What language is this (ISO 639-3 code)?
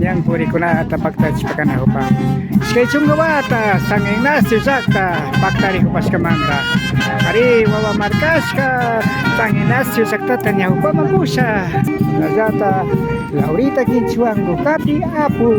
qvi